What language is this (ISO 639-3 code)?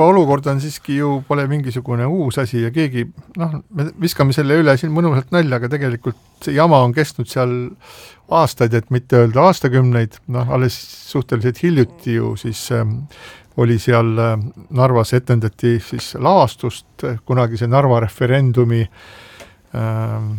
est